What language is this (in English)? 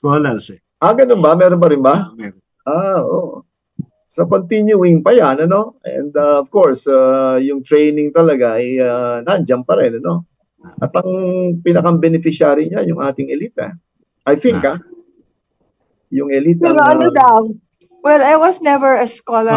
Filipino